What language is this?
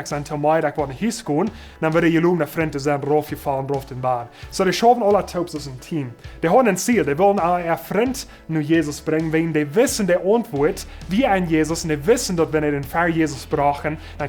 Plautdietsch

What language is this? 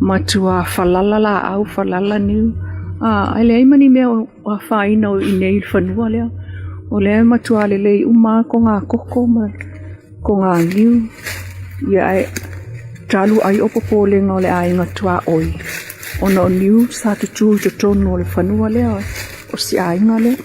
Samoan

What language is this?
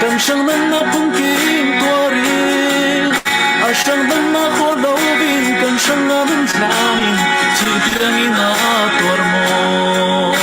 Falam Chin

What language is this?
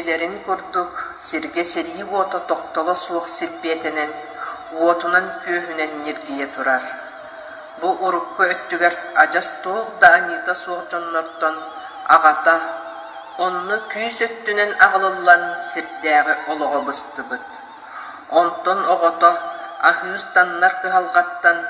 Yakut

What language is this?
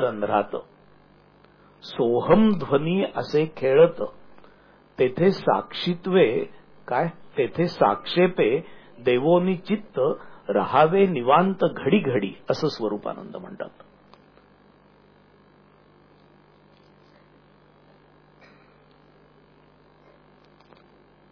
Marathi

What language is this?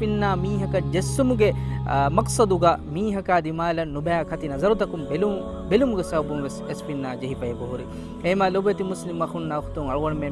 Divehi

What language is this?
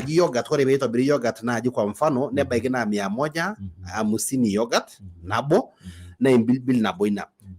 Masai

